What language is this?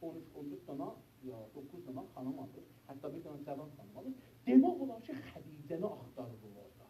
South Azerbaijani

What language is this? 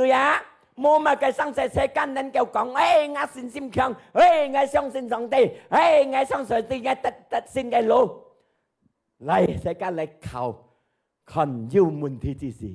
Hakka Chinese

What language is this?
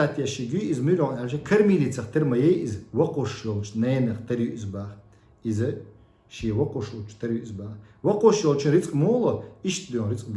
Chechen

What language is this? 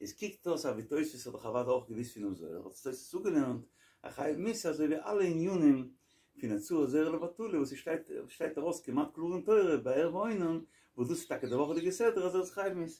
Yiddish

